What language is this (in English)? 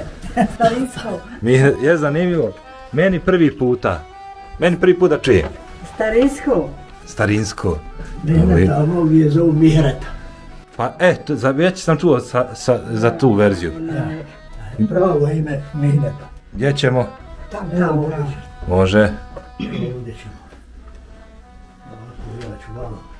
Bosnian